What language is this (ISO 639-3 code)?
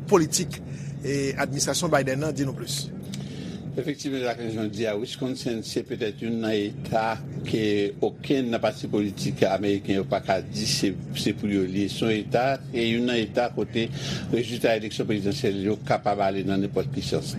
hat